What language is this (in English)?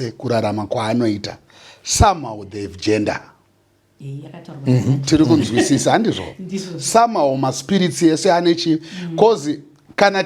Shona